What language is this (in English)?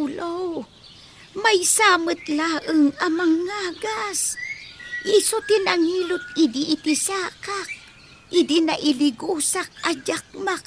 Iloko